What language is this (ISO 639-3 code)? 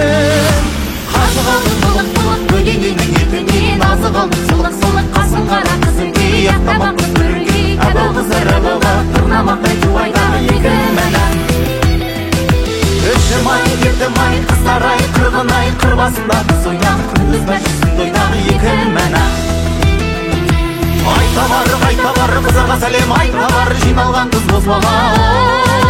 kaz